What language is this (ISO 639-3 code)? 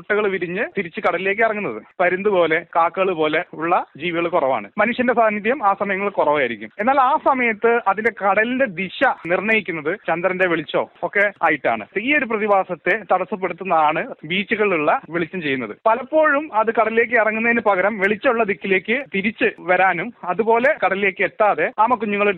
mal